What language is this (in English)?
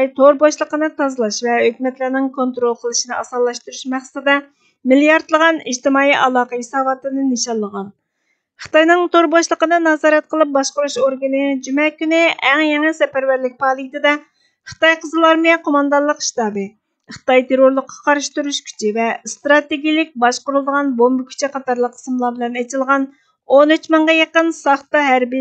Uyghur